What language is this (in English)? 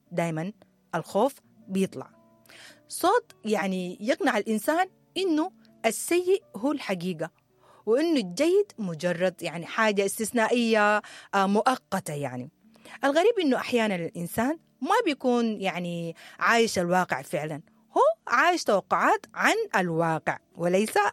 Sudanese Arabic